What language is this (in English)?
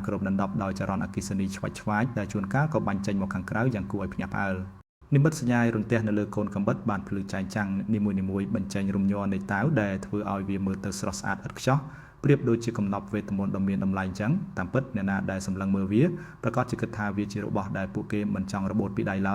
Khmer